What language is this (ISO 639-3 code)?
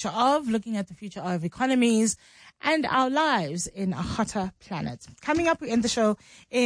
eng